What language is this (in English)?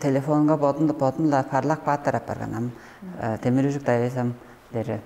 Tuvinian